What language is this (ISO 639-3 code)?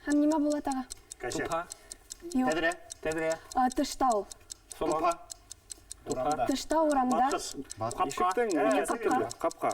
bak